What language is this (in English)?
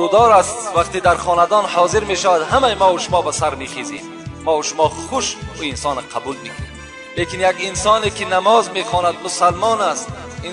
Tajik